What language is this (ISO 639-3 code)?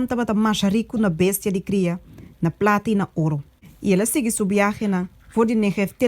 pap